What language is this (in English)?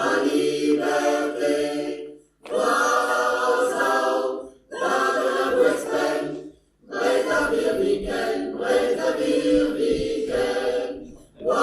Breton